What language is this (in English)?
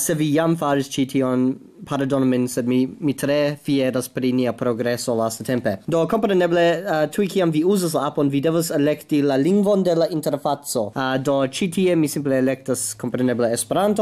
Esperanto